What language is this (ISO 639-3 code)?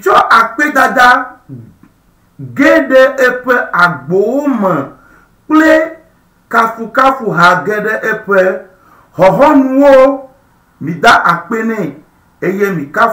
ewe